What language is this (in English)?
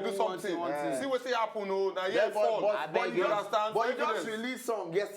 Nigerian Pidgin